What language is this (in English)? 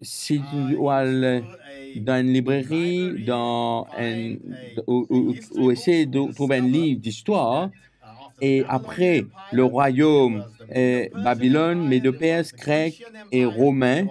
Morisyen